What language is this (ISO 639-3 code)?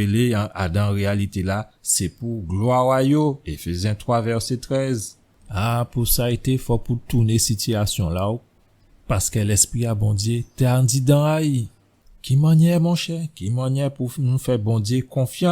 gcf